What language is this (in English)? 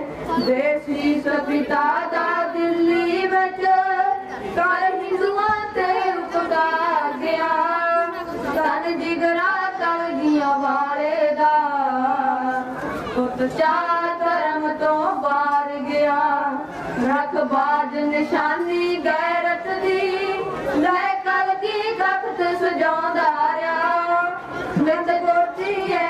Punjabi